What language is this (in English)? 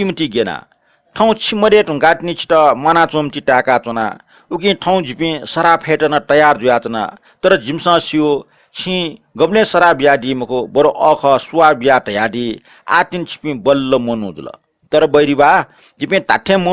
Newari